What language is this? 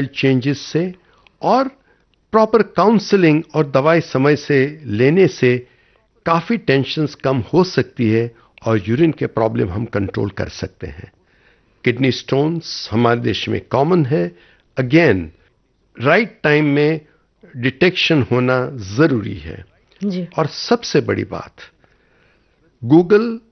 Hindi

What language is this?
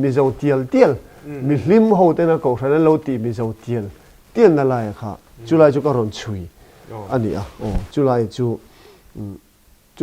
Mizo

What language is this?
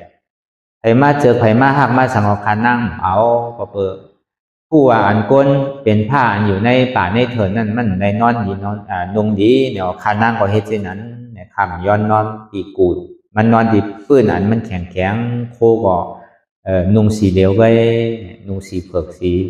Shan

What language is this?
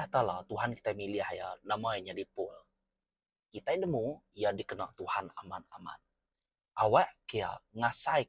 Iban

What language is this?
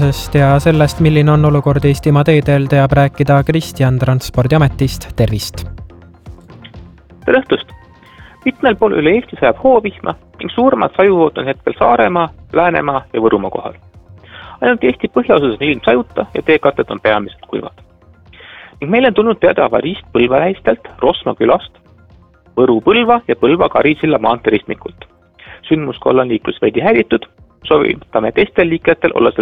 Estonian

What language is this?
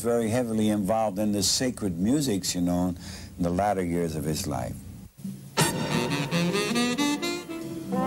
English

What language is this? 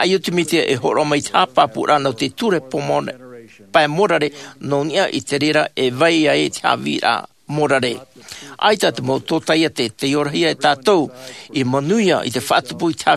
Tahitian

